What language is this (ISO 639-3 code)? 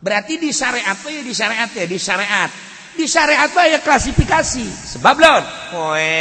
sun